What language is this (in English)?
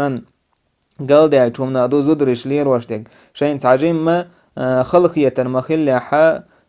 Chechen